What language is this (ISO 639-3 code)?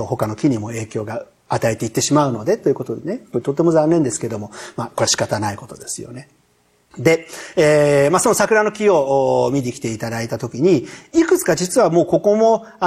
jpn